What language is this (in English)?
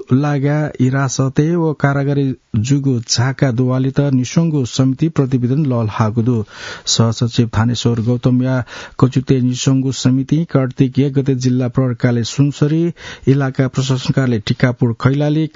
Newari